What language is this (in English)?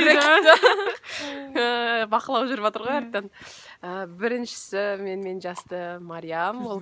Kazakh